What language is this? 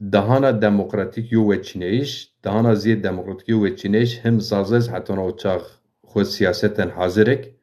Zaza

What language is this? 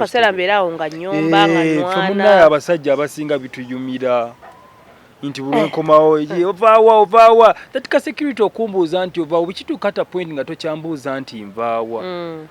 Ganda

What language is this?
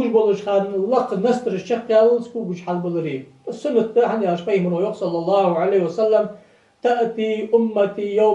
Ingush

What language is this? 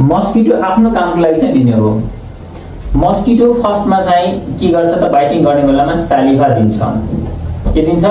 Nepali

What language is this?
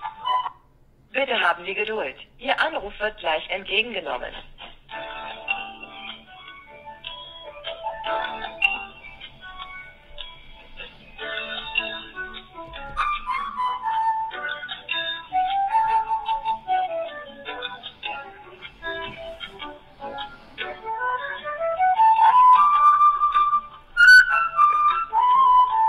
German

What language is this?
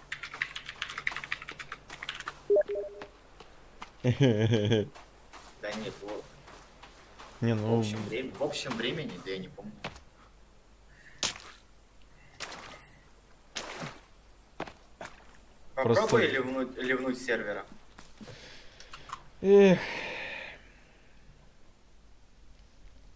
Russian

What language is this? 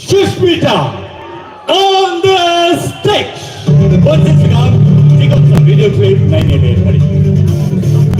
Kok Borok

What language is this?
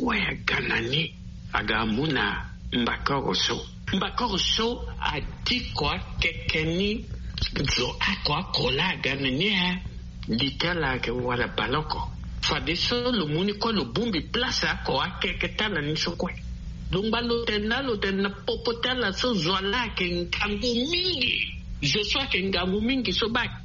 Sango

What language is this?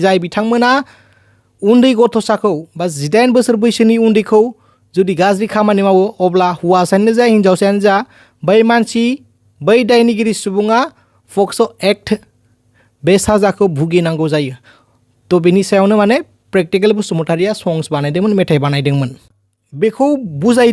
Bodo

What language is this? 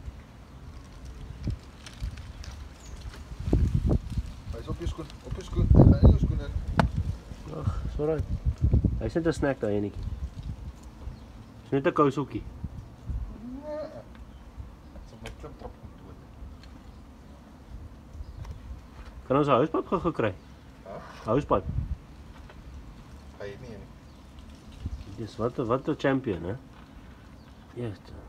Afrikaans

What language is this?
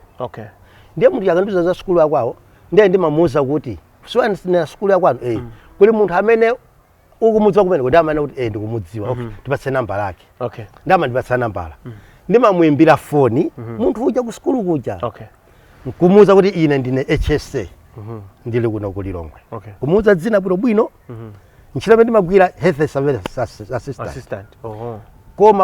Nyanja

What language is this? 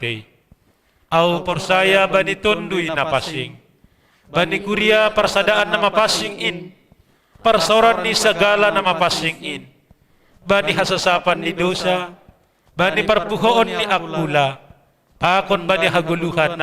Batak Simalungun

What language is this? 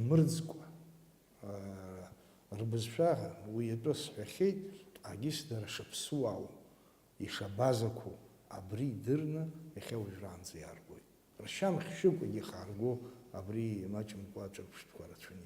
Abkhazian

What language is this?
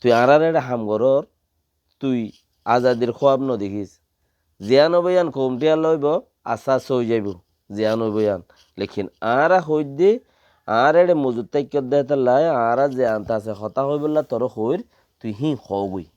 Rohingya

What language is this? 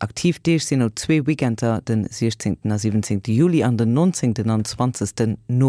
Luxembourgish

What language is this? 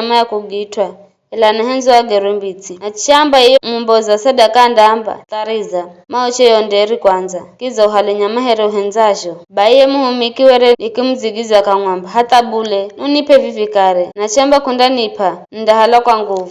Giryama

